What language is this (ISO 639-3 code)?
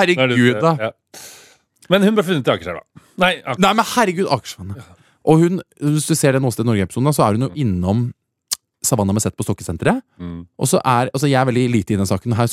nor